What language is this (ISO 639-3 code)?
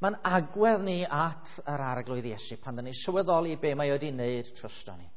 cym